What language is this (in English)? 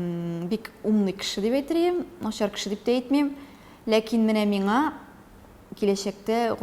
Tatar